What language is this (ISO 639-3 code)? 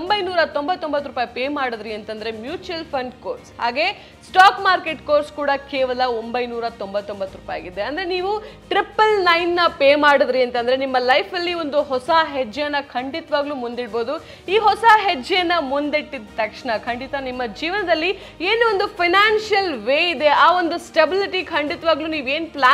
kan